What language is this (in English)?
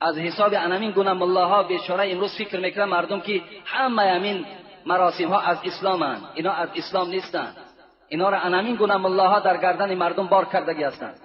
Tajik